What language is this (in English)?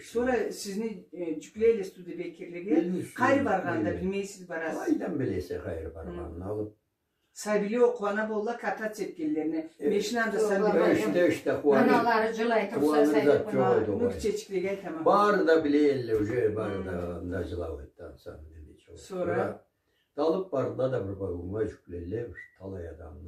Karachay-Balkar